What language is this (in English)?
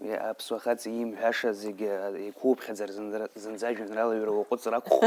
Abkhazian